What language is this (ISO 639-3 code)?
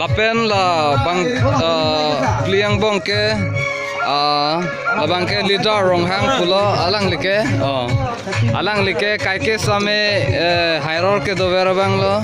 mjw